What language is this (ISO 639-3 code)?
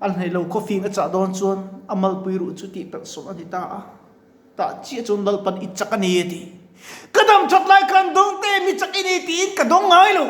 lus